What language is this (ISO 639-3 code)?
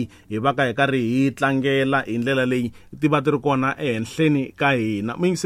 tso